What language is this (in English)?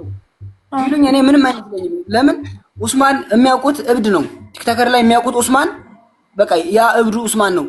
Amharic